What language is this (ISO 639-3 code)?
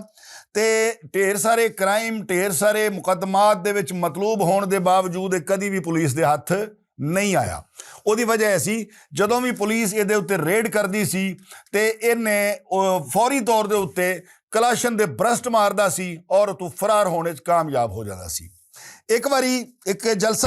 lah